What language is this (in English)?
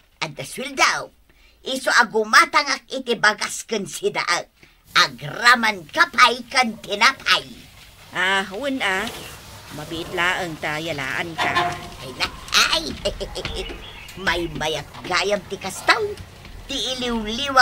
Iloko